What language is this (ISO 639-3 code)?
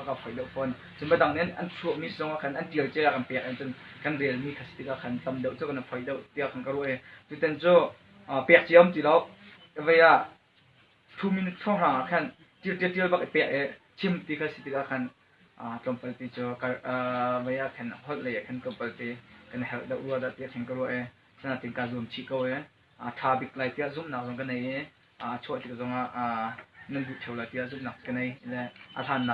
cnh